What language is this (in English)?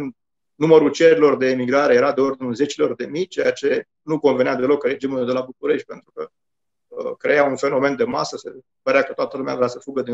Romanian